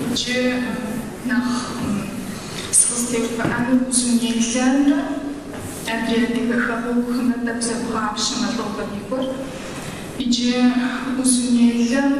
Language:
Kabardian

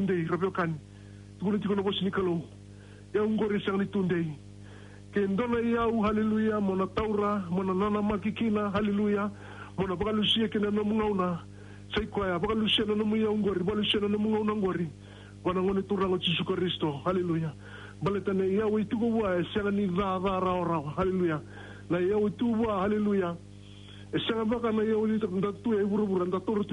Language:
Fijian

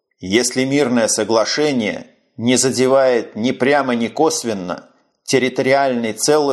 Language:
Russian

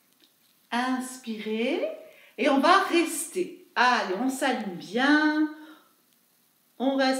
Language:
French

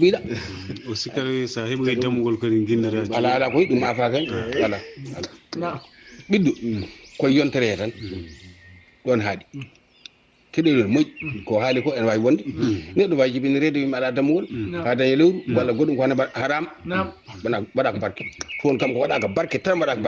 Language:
Fula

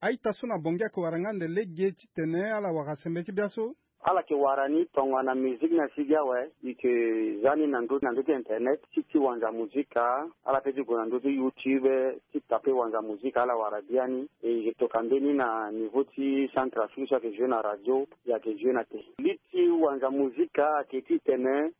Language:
Sango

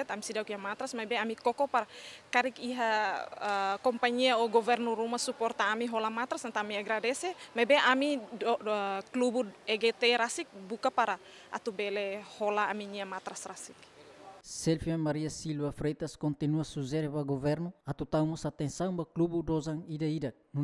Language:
Tetum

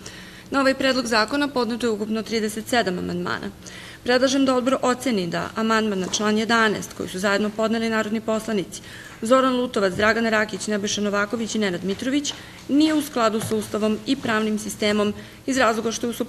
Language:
Serbian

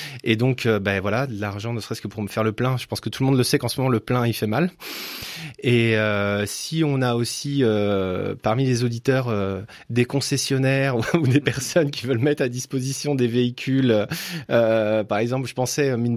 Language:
French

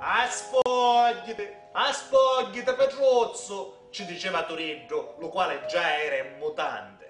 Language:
Sicilian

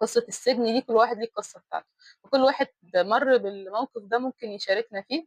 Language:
Egyptian Arabic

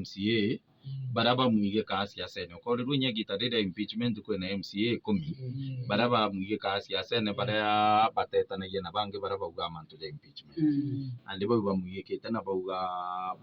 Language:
Meru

